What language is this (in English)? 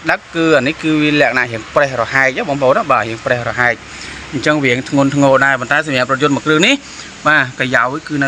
Khmer